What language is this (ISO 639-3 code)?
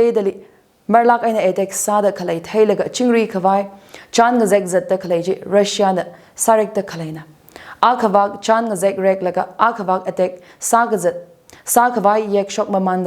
nmf